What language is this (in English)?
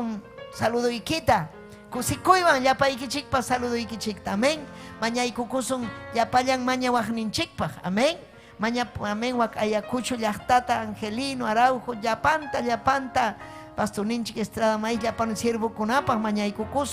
Ayacucho Quechua